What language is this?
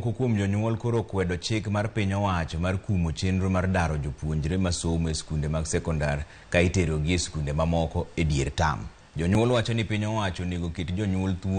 Luo (Kenya and Tanzania)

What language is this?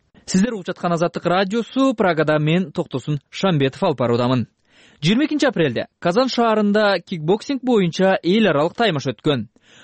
Kyrgyz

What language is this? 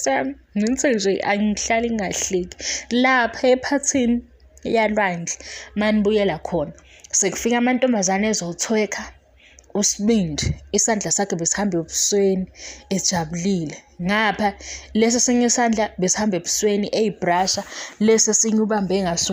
Zulu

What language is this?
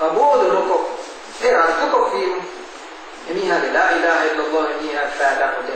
Divehi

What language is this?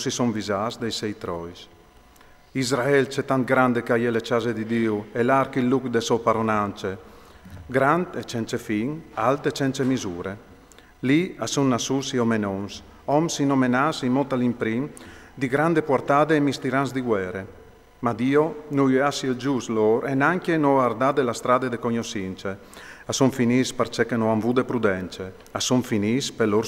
Friulian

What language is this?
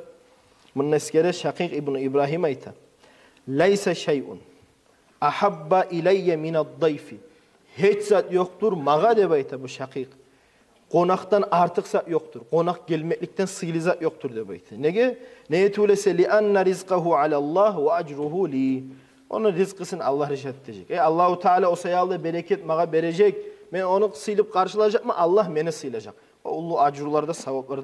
Kumyk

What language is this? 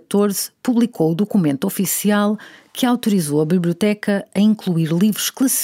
Portuguese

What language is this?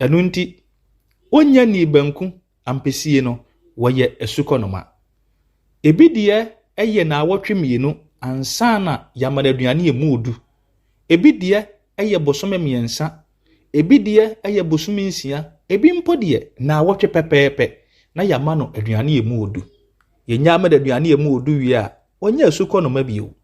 Akan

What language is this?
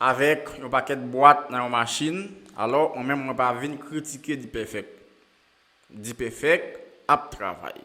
Haitian Creole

